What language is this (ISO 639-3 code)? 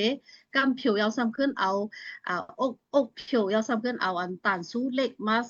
shn